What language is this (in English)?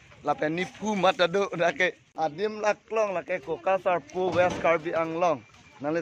Karbi